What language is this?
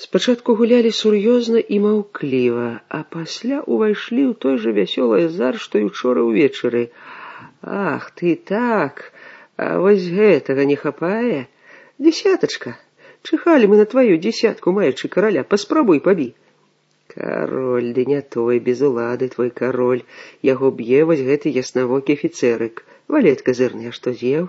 Belarusian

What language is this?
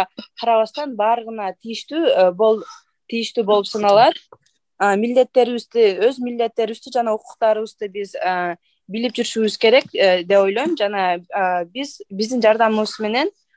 Kyrgyz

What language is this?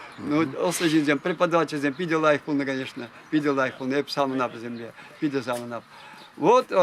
Chuvash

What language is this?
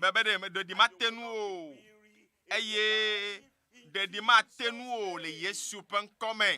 Ewe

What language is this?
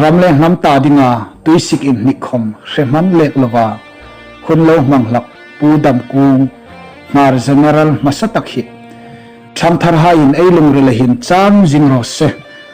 Hmar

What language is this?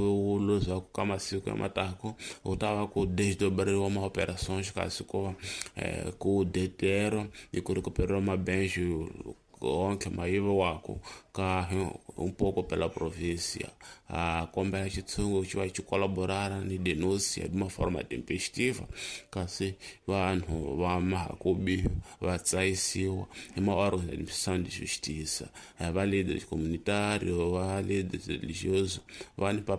Tsonga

